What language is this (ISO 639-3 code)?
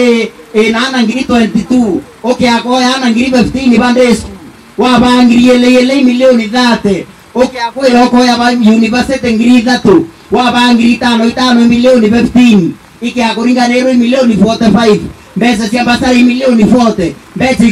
mer